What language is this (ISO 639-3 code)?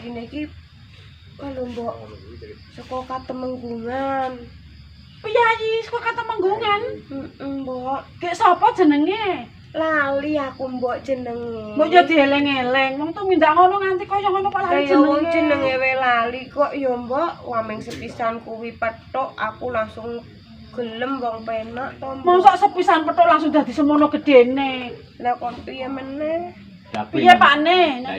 jav